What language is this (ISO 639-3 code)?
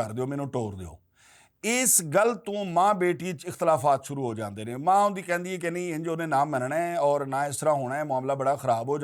lah